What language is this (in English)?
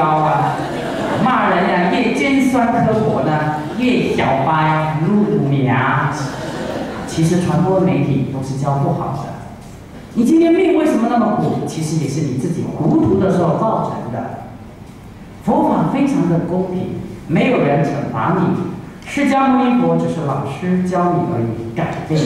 Chinese